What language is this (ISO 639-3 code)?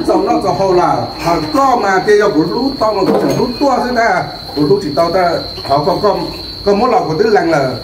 hmn